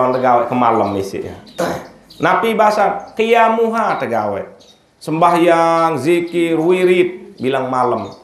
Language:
Sasak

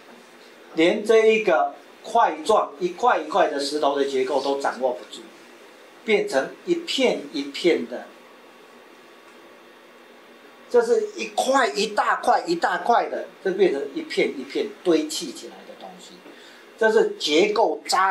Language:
Chinese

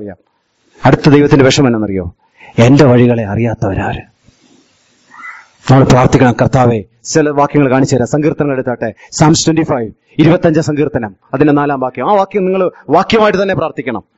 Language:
Malayalam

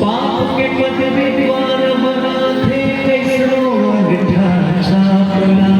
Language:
Chhattisgarhi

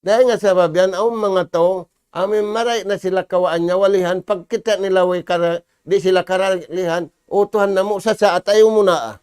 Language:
Tausug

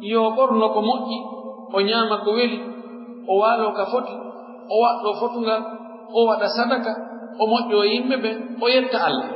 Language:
Pular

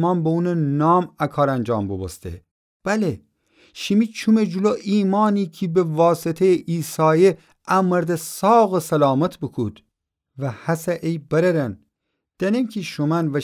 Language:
Gilaki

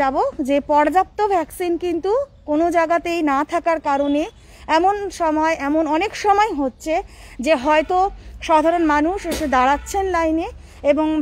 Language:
Bangla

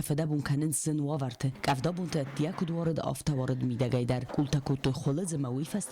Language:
Ossetic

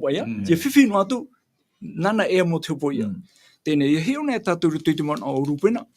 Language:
Tahitian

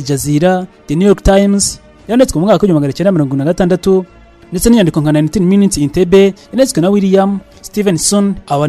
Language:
Kinyarwanda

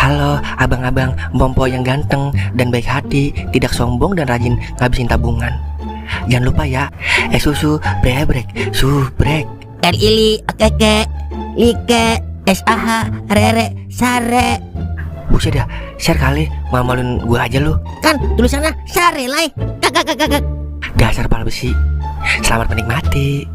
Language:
Betawi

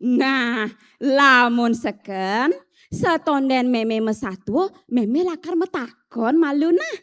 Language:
Balinese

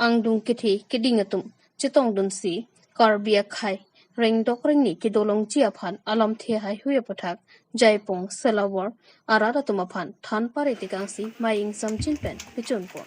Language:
Karbi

